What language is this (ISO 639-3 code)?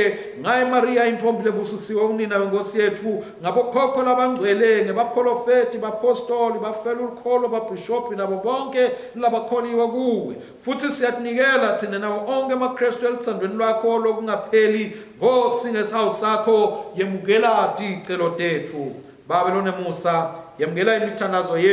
ssw